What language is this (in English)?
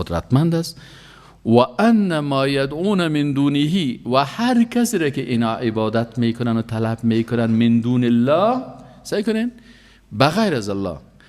Persian